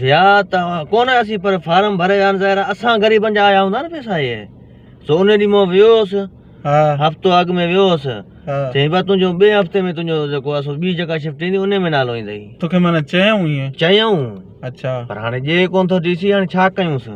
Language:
Sindhi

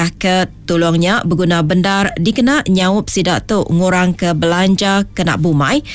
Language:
Iban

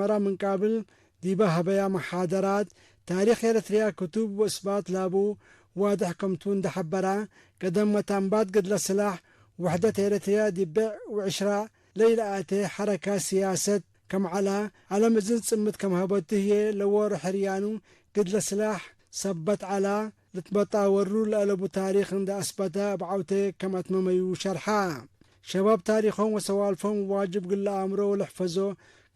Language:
Tigre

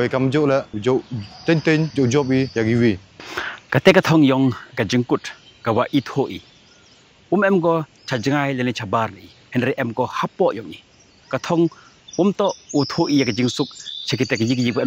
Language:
Khasi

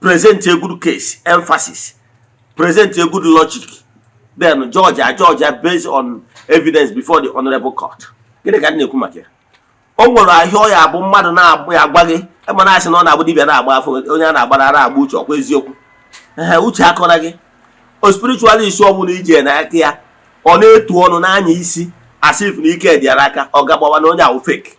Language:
Igbo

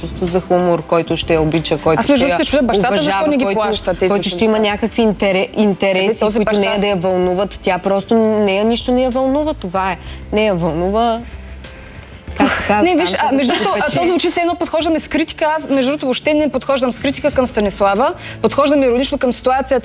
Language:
Bulgarian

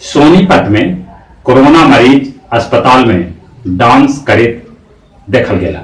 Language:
Magahi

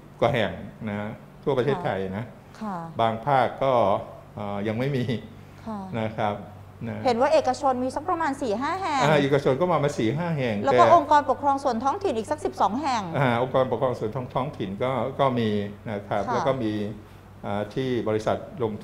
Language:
Thai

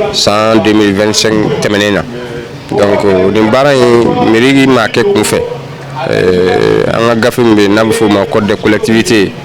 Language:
Bambara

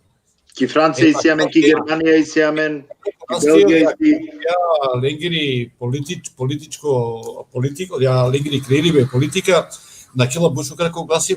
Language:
Balkan Romani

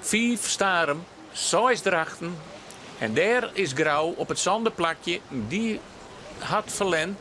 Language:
Western Frisian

